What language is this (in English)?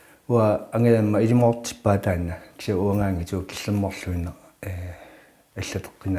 Kalaallisut